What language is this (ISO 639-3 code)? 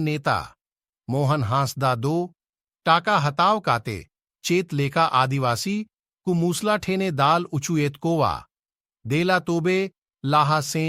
sat